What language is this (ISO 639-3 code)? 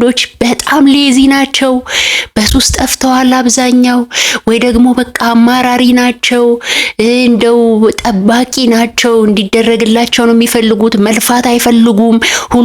amh